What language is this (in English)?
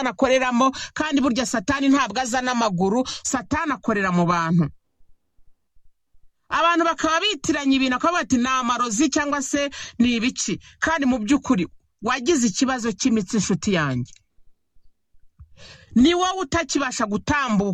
Kinyarwanda